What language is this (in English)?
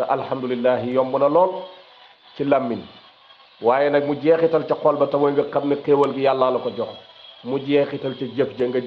Wolof